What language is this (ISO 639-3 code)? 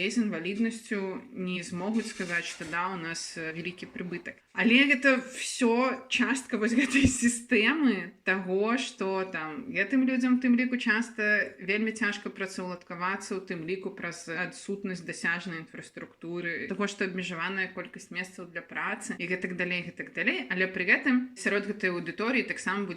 bel